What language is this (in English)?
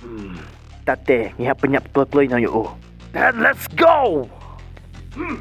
Khasi